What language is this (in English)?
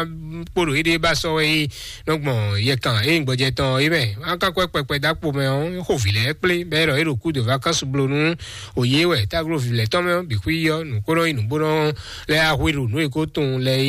Fon